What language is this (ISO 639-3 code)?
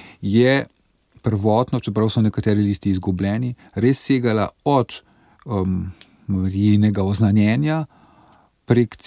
slv